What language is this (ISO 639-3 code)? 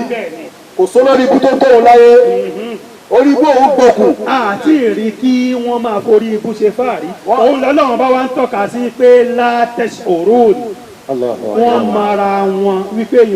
yor